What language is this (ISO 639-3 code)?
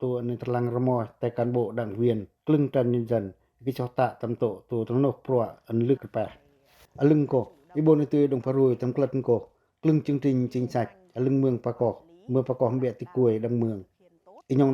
pac